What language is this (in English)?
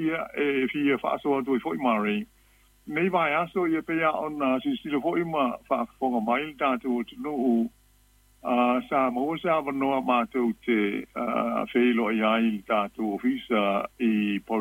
Samoan